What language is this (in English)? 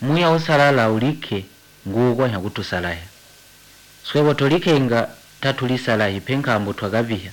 Tonga (Zambia)